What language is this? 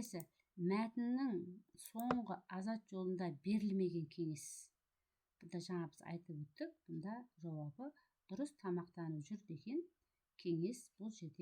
Kazakh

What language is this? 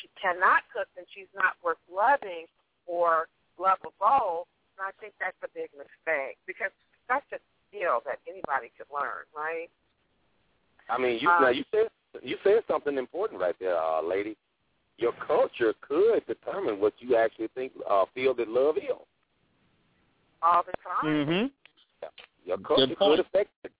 English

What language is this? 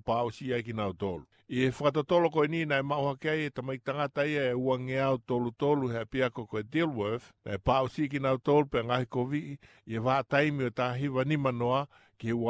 Tongan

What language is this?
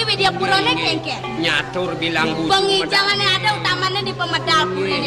Balinese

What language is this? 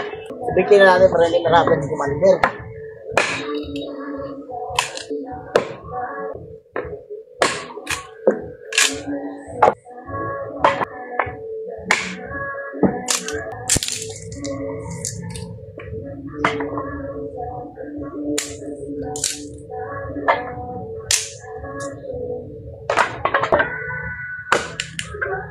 Filipino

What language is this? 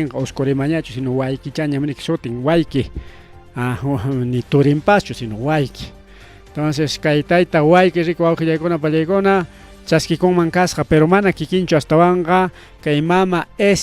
Ayacucho Quechua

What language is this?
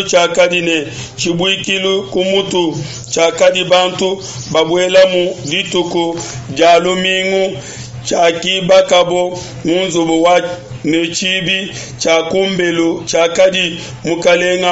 Luba-Lulua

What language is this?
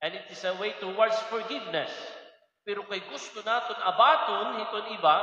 Waray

